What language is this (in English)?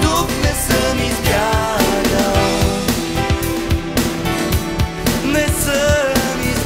Bulgarian